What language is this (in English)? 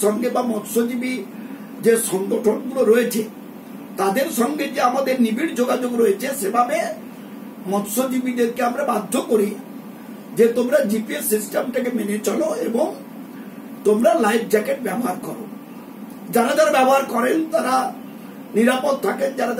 Bangla